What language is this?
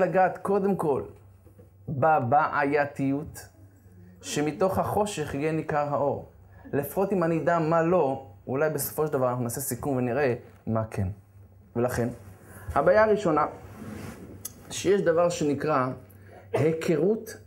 Hebrew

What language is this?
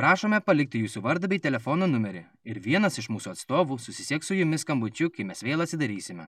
Lithuanian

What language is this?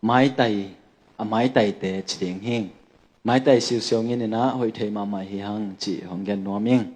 Tedim Chin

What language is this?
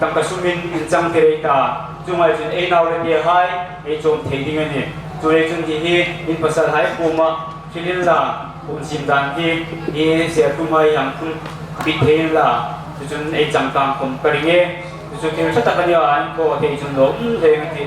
Hmar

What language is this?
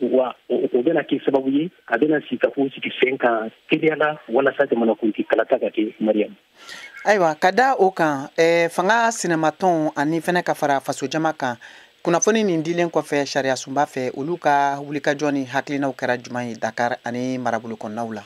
Bambara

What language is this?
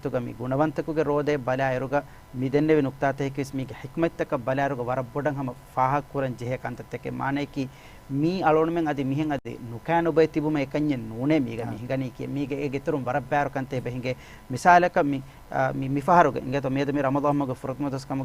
Divehi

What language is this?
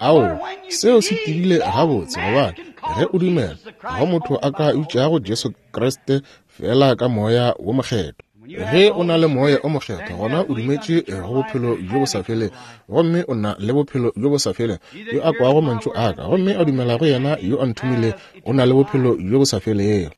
Northern Sotho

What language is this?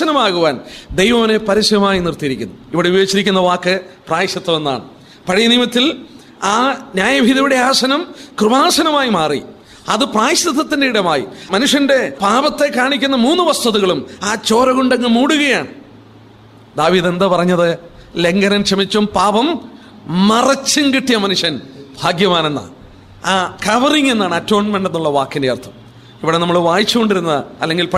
Malayalam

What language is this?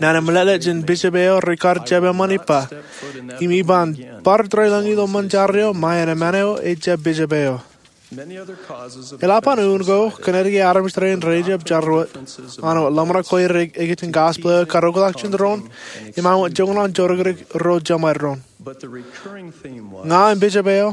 Marshallese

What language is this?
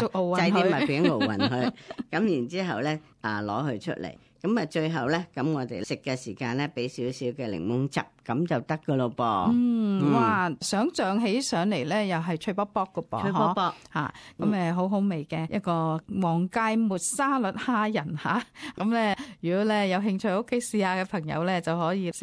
Cantonese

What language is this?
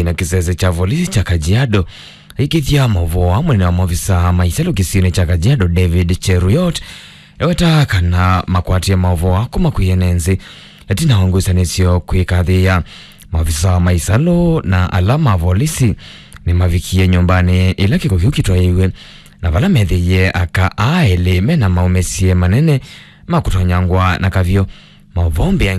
Kamba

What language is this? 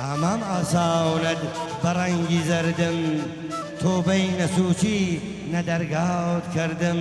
Gurani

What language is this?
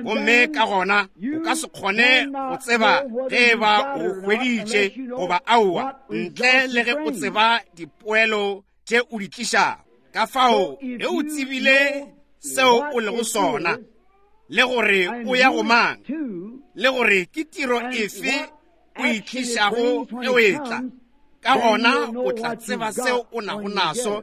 Northern Sotho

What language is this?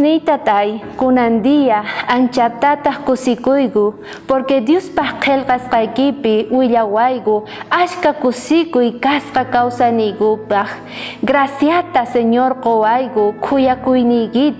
South Bolivian Quechua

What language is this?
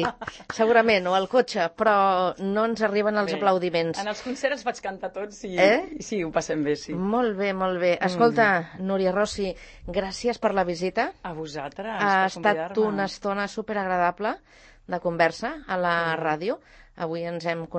Catalan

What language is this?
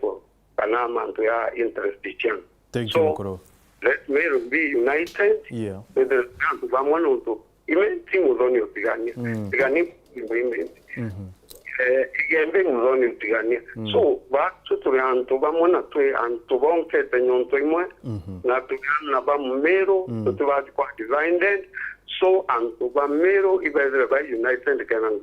Meru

